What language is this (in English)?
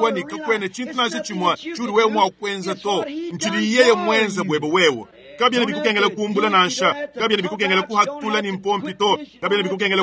Luba-Lulua